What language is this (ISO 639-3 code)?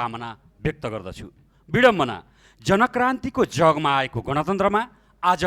nep